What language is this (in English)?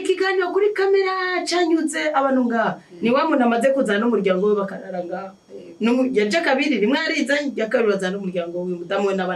Rundi